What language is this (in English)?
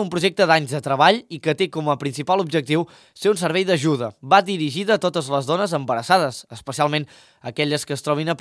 Catalan